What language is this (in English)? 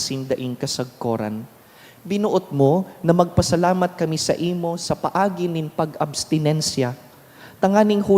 Bikol